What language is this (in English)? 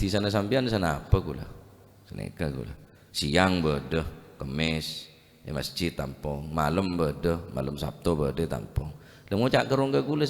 Madurese